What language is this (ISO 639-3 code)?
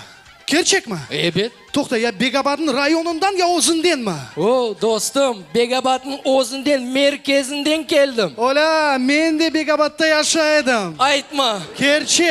crh